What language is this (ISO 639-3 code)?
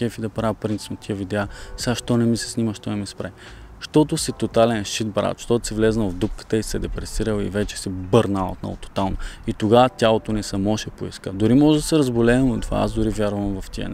bul